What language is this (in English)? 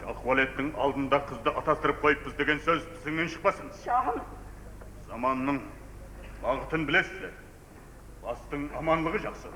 Kara-Kalpak